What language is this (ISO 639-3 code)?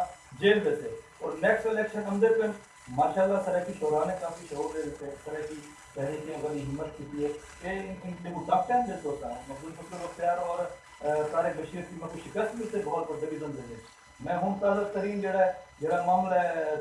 skr